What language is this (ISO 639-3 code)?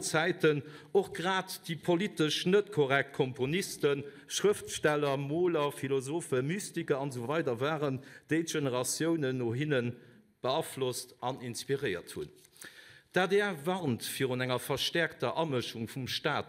ltz